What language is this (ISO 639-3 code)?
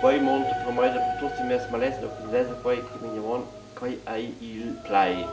roh